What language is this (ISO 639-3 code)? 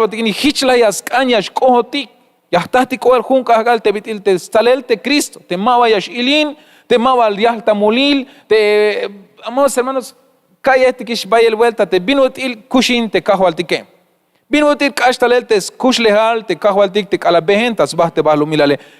tzh